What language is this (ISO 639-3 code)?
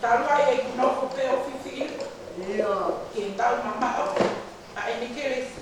ton